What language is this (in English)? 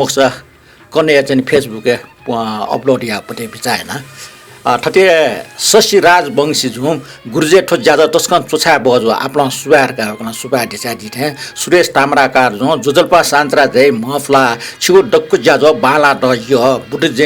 Newari